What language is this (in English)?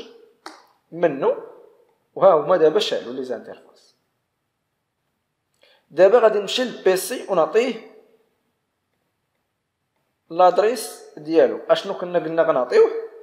Moroccan Arabic